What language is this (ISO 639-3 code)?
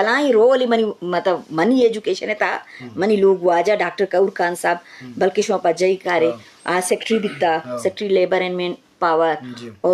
bgp